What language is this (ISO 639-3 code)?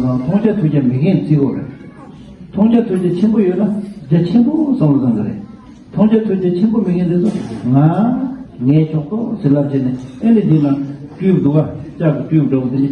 bod